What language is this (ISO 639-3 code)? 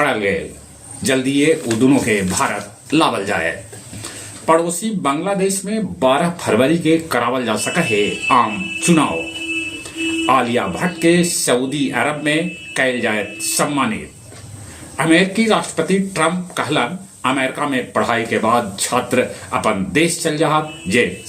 mag